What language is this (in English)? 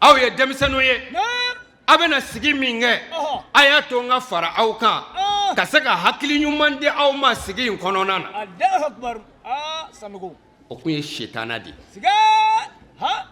Bambara